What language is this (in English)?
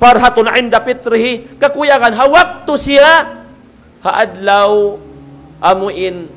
Tausug